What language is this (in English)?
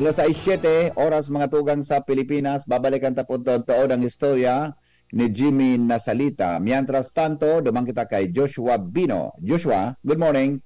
Bikol